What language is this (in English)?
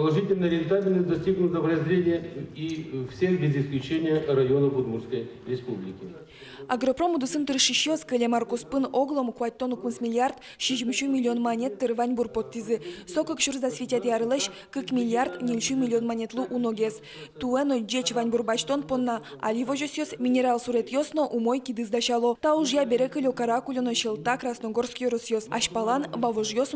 Udmurt